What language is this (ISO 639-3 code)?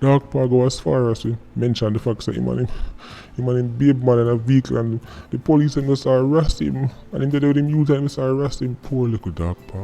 jam